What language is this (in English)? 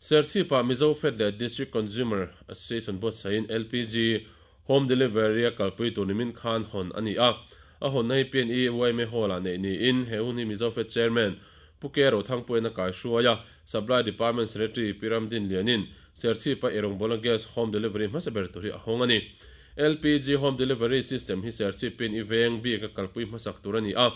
Mizo